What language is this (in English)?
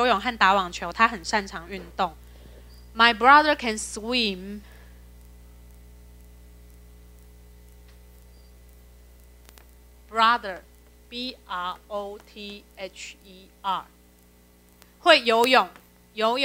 Chinese